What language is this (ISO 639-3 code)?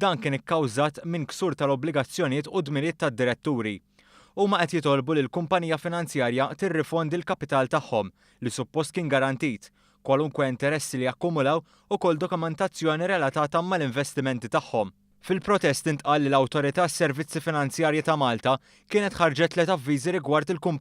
mlt